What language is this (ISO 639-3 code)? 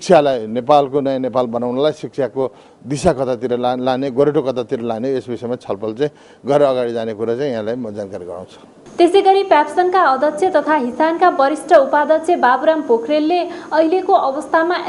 nep